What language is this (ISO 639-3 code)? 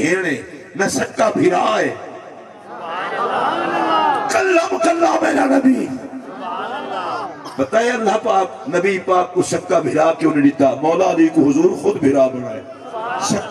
skr